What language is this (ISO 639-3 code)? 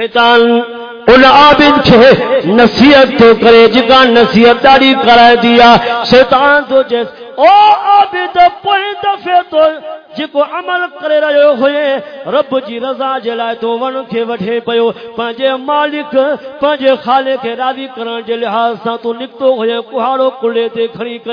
skr